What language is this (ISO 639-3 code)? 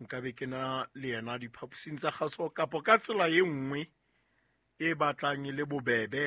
sot